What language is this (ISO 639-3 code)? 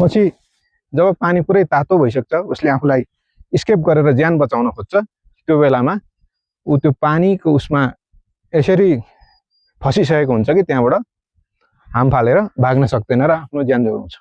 nep